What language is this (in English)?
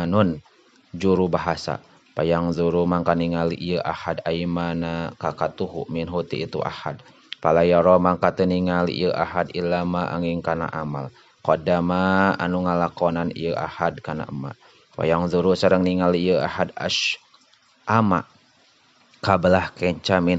Sundanese